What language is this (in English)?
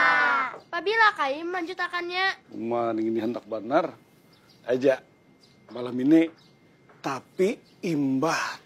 Banjar